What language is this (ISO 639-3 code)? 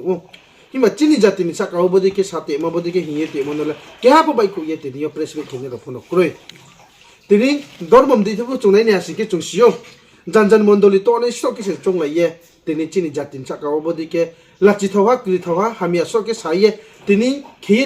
ria